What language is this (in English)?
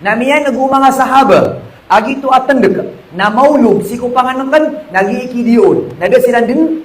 Maranao